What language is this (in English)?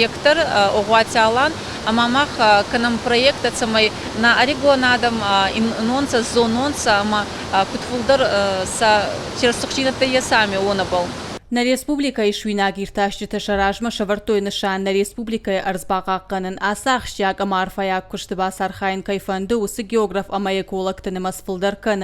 Ossetic